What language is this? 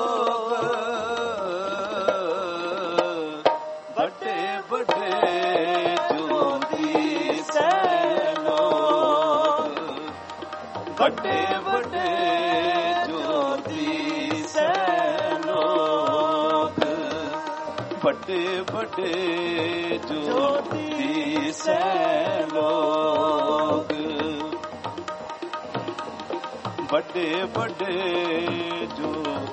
Punjabi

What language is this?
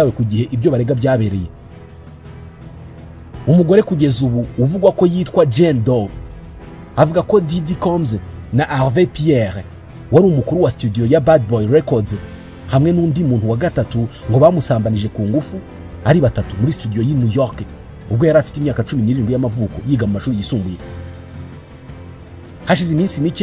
Kinyarwanda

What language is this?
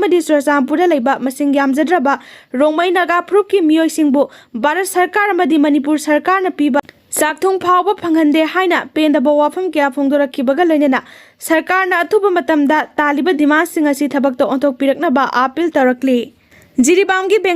Manipuri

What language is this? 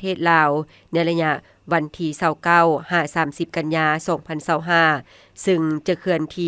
Lao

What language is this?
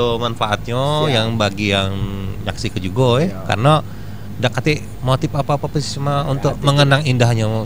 Musi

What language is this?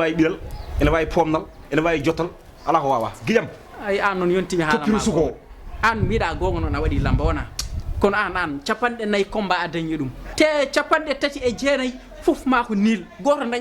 Fula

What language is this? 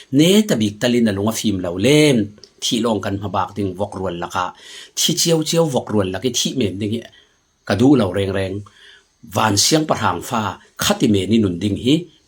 Falam Chin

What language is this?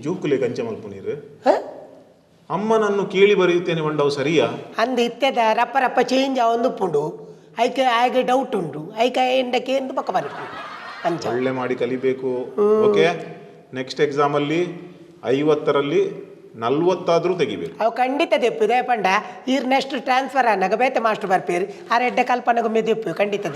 Tulu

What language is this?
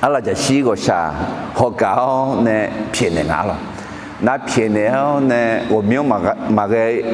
Akha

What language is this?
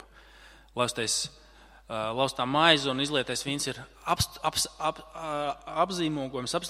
Latvian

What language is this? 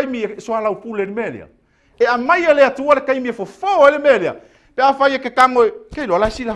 Samoan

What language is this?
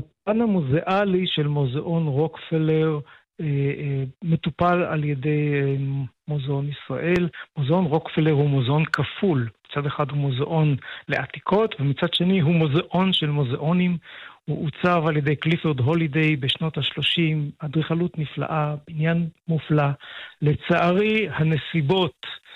Hebrew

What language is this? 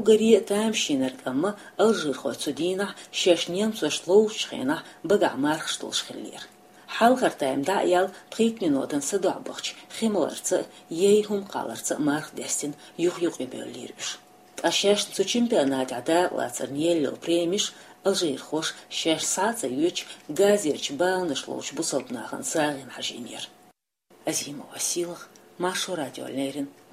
Chechen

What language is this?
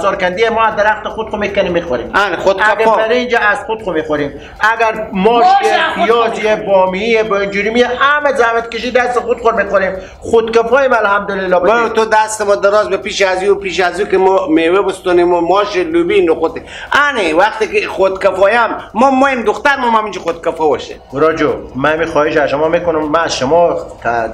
Persian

